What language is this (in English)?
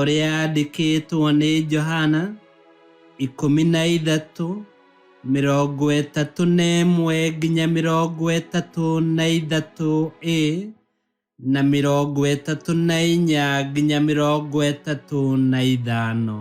Kikuyu